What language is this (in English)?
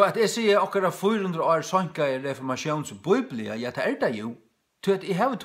Faroese